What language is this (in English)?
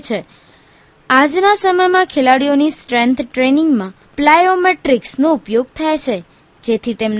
Gujarati